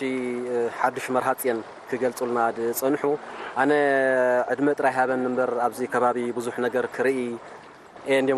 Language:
Tigrinya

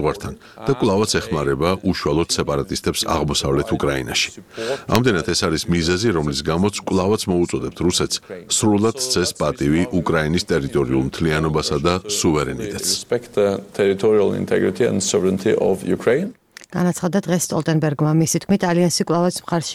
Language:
Georgian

